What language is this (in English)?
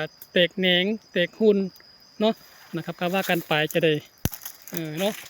Northeastern Thai